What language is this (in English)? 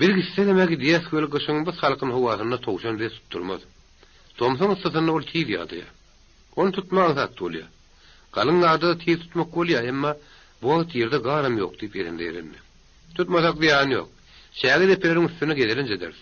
Turkmen